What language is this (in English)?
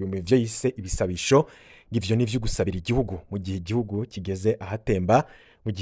Rundi